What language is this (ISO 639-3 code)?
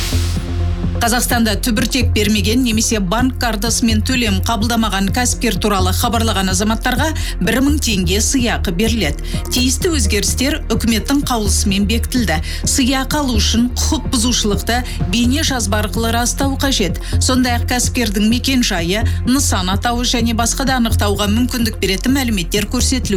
kaz